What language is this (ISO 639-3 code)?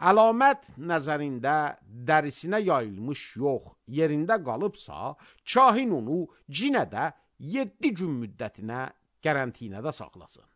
aze